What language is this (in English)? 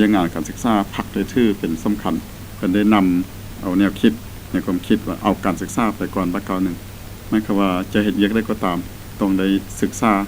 Lao